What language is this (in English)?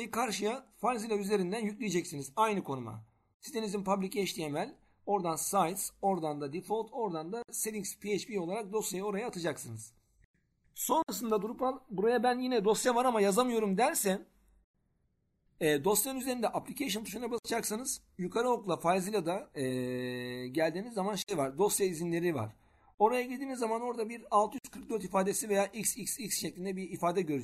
Turkish